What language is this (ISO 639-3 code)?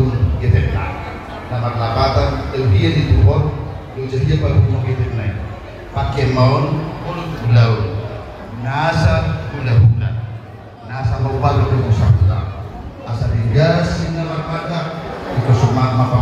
bbc